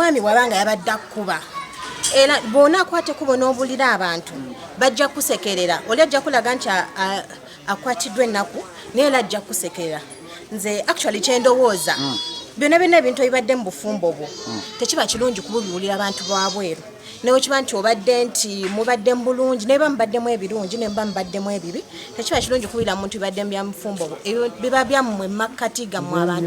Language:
Ganda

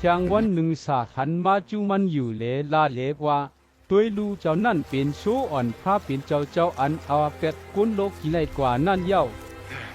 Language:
Shan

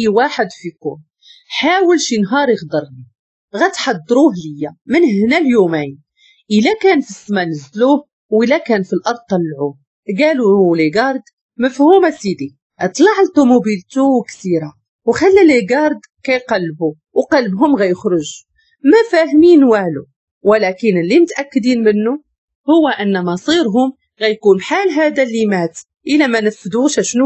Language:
Moroccan Arabic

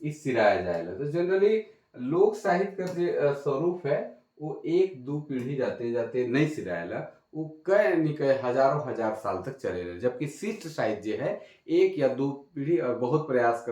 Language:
Sadri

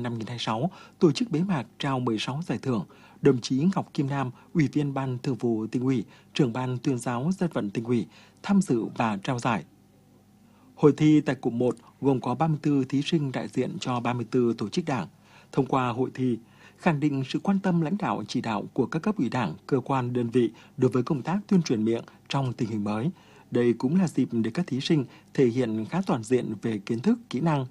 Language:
Vietnamese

